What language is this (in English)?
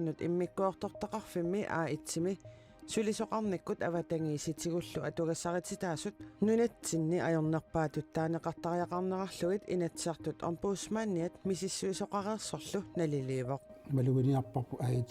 Kalaallisut